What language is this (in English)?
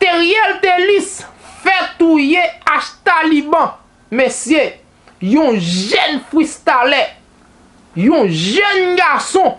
Haitian Creole